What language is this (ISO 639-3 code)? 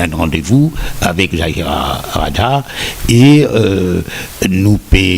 mfe